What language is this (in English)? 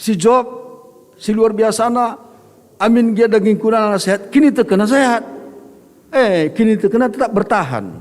Batak Karo